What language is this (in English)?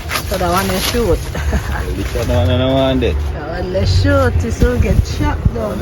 Jamaican Creole English